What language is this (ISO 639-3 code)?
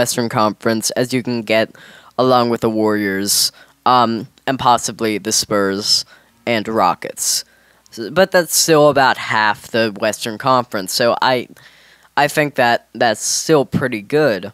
eng